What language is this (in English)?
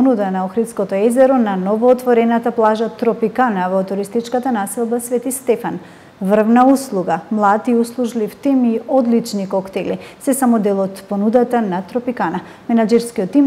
Macedonian